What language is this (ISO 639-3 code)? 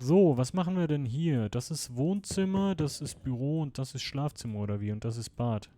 gsw